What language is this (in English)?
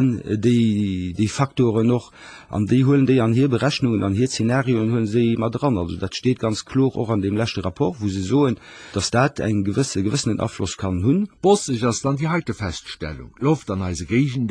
Luxembourgish